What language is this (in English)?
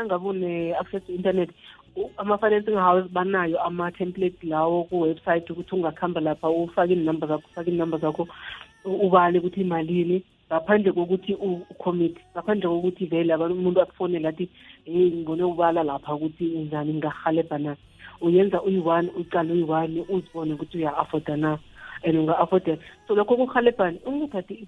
South Ndebele